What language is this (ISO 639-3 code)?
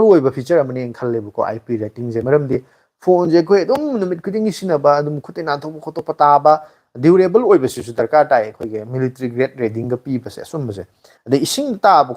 mni